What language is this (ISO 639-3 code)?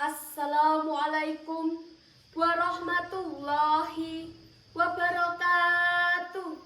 jav